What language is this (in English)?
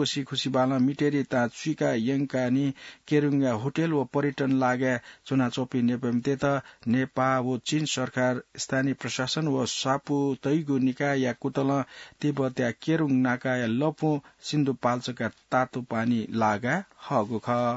Newari